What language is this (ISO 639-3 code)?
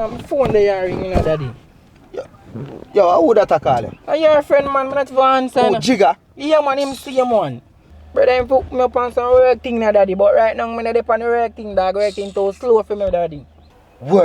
jam